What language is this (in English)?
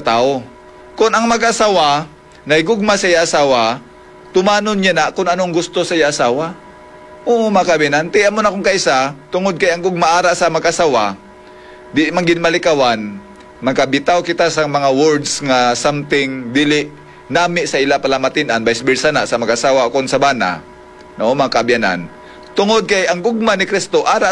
Hiligaynon